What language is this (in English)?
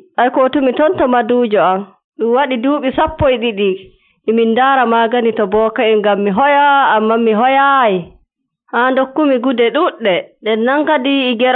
Nigerian Fulfulde